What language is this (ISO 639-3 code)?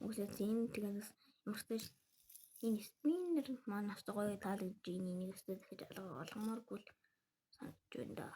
mon